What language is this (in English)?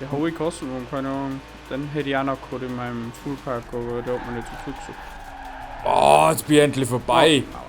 Bavarian